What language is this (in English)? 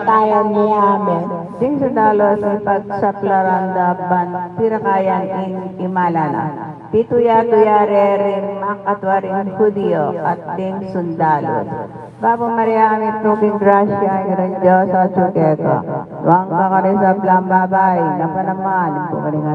Pampanga